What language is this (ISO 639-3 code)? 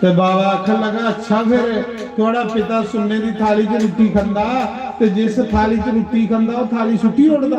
doi